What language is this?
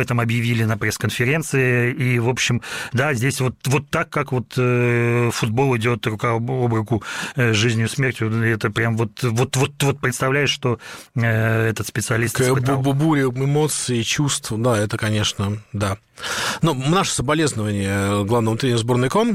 Russian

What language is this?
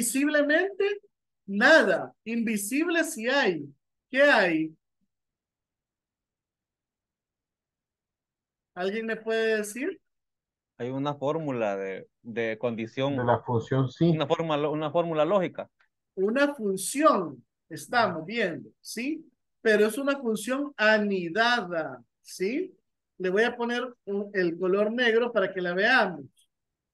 Spanish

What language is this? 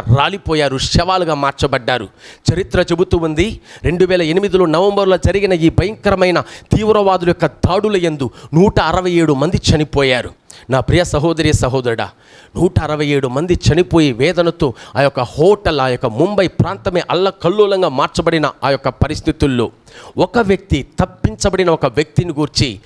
Telugu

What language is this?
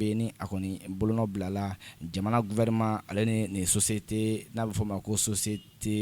Bambara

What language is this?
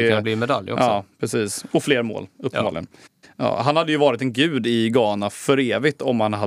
Swedish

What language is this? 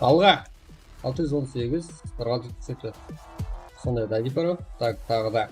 Kara-Kalpak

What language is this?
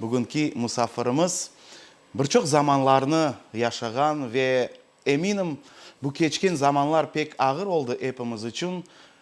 Crimean Tatar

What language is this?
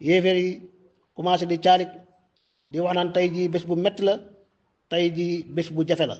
Wolof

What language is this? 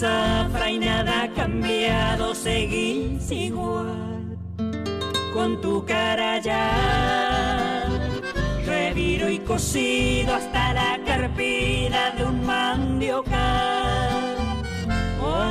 Guarani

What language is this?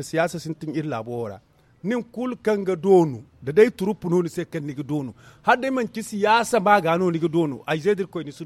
Zarma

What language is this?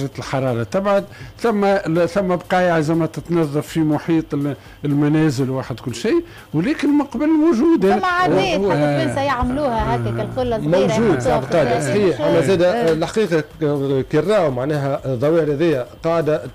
Tunisian Arabic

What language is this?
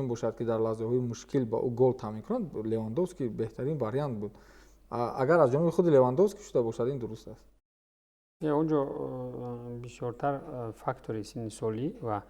Tajik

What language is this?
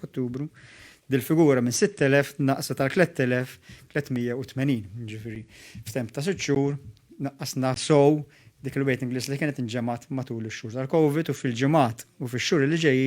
Maltese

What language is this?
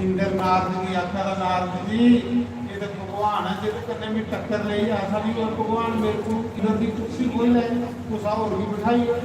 Dogri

